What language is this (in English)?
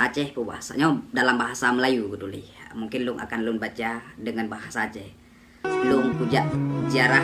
Achinese